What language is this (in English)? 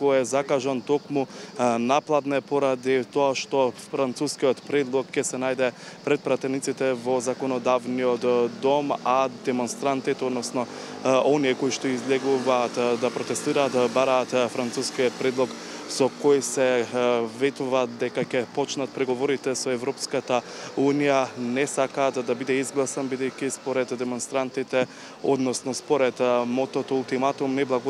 Macedonian